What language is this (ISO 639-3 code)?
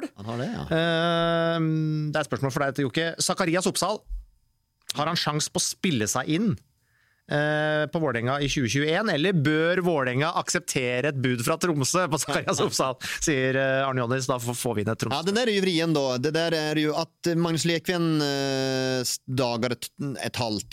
nor